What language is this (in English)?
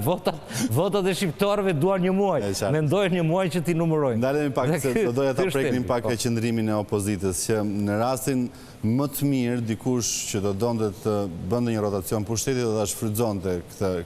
Albanian